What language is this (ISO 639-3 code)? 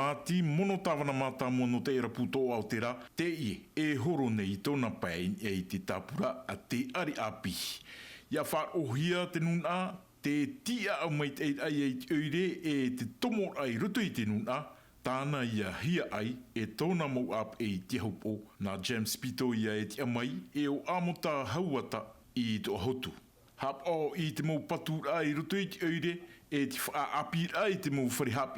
tah